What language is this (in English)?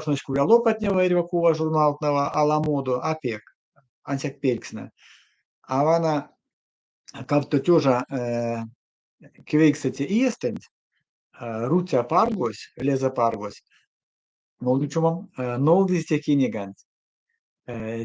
Erzya